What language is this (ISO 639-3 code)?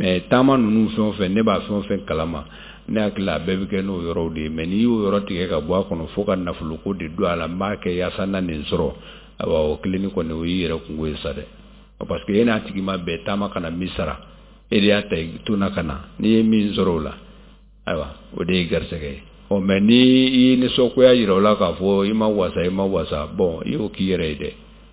bam